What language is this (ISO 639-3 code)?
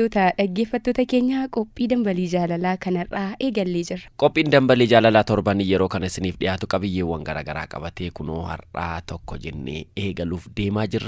orm